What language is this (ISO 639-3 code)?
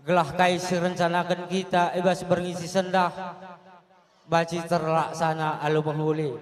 btx